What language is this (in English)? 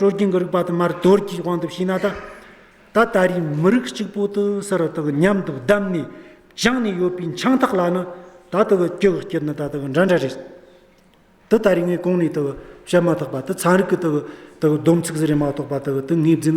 Amdo Tibetan